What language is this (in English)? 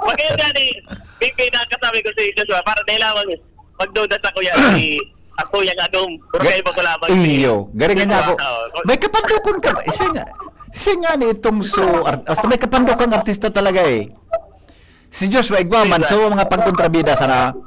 Bikol